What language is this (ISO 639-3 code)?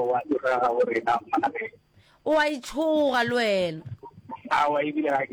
nso